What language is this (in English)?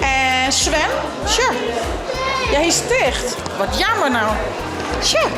Western Frisian